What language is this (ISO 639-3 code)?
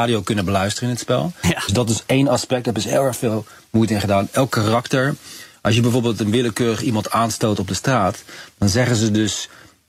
nld